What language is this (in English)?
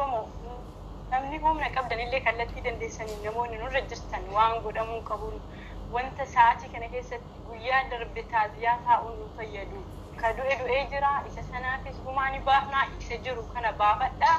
Oromo